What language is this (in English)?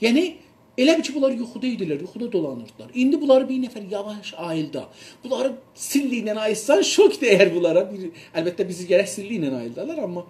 South Azerbaijani